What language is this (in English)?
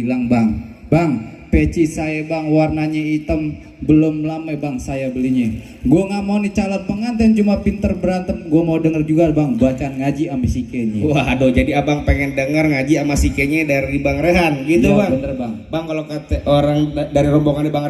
Betawi